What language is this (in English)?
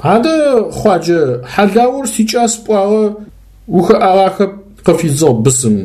Adyghe